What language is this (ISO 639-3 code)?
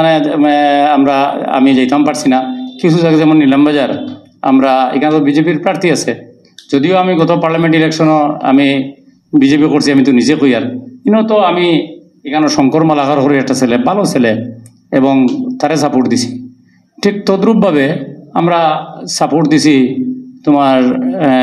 syl